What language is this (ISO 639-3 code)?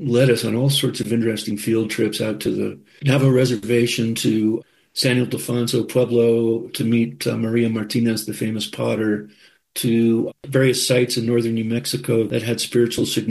eng